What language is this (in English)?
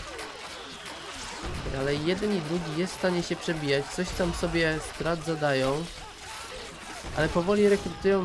Polish